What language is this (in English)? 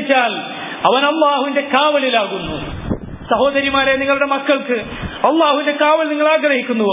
Malayalam